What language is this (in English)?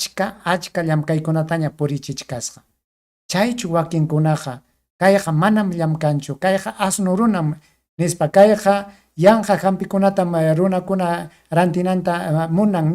Ayacucho Quechua